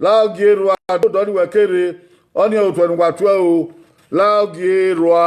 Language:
Bini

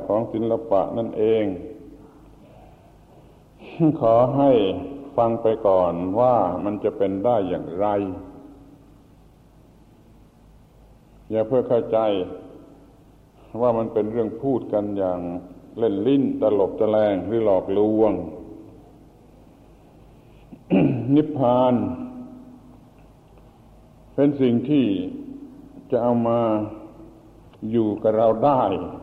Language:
Thai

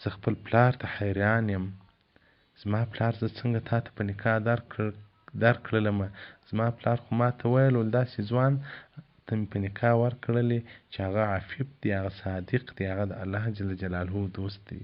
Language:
Pashto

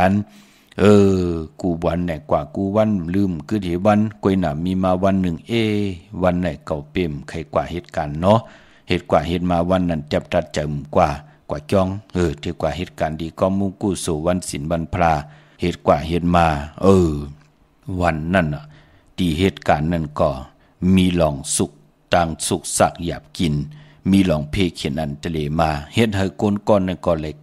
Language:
Shan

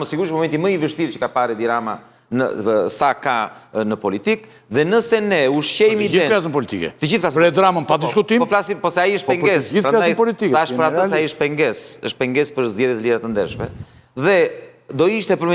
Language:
Albanian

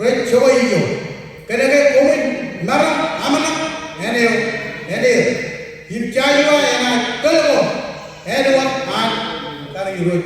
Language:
Marshallese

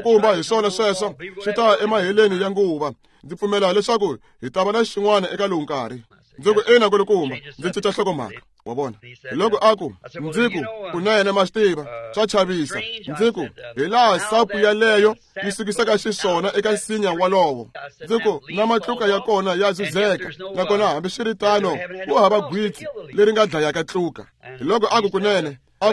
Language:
Tsonga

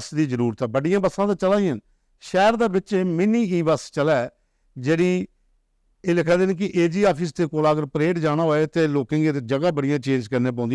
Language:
Dogri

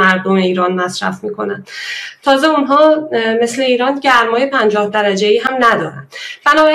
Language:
Persian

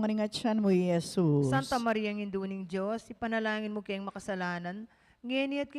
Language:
Pampanga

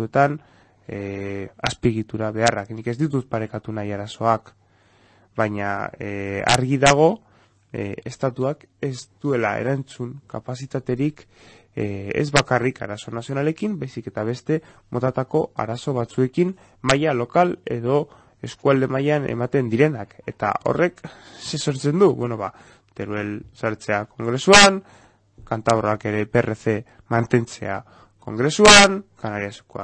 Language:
Basque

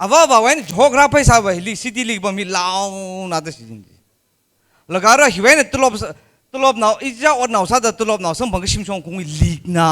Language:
Tangkhul Naga (India)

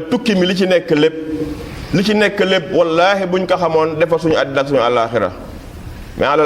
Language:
Wolof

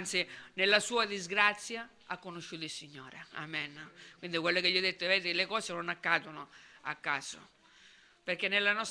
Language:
Italian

